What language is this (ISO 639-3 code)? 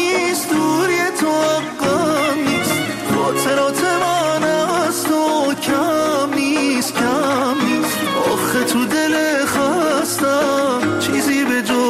fas